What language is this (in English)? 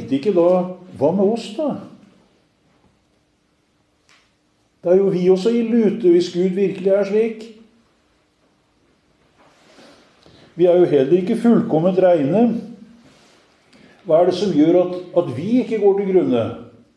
Norwegian